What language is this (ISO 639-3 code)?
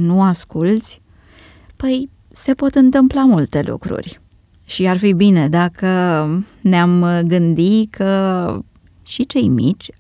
ron